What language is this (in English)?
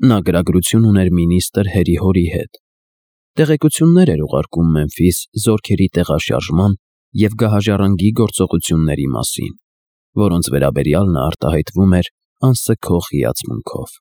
Armenian